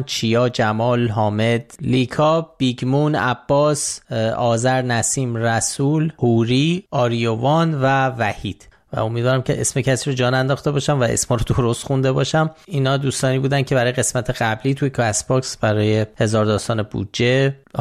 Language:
Persian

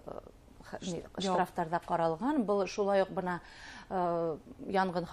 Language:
Bashkir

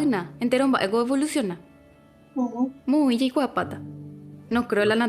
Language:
Guarani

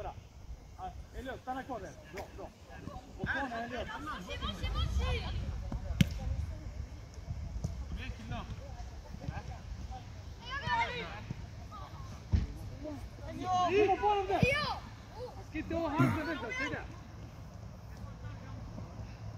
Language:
Swedish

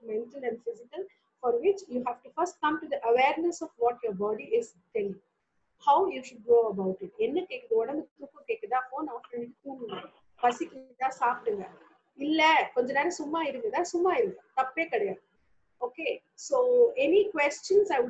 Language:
Tamil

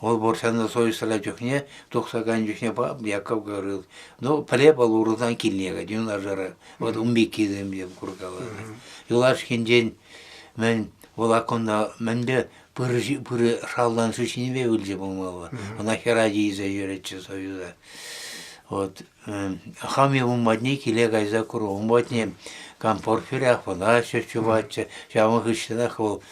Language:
Chuvash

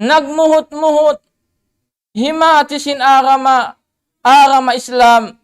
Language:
Tausug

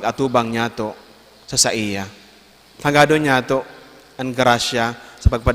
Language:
Bikol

